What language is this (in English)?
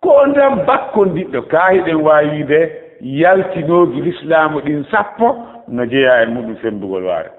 Fula